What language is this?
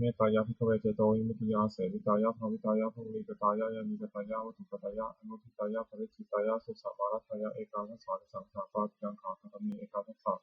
Pali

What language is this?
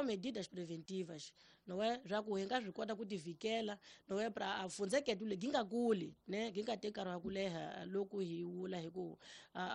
Tsonga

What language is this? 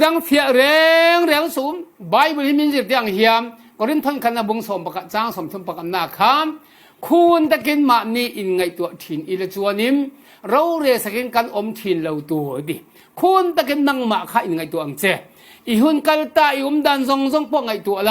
Falam Chin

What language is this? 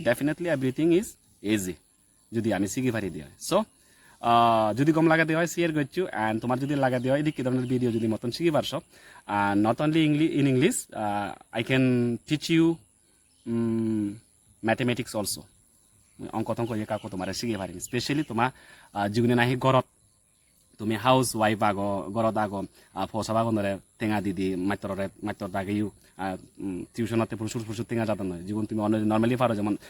Chakma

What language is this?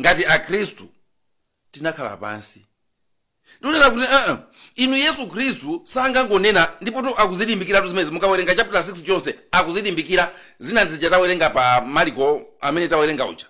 Nyanja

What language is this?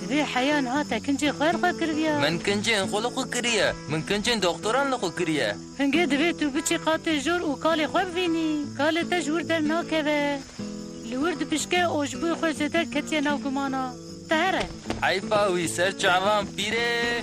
Kurdish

